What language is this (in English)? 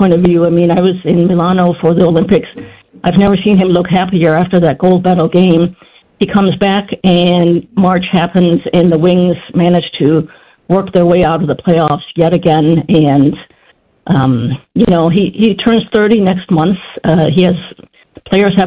English